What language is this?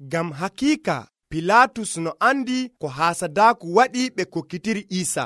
Nigerian Fulfulde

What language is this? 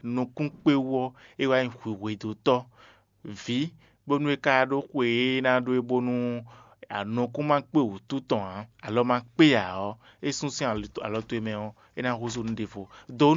Fon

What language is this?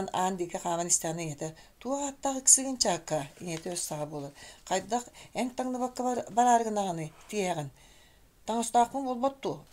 Yakut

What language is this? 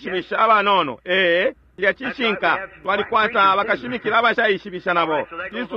Bemba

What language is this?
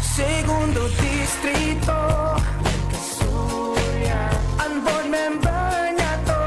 Bikol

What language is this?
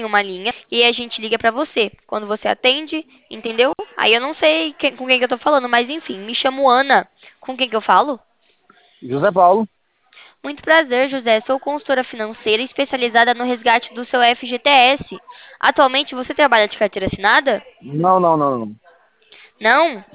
Portuguese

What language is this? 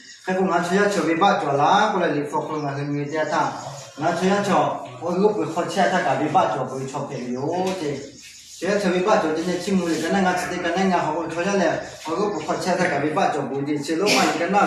Lahu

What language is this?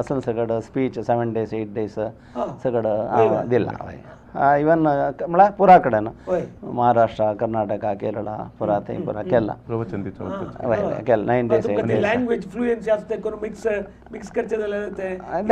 Konkani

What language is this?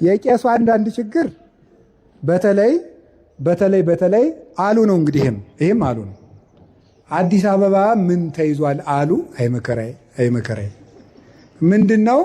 Amharic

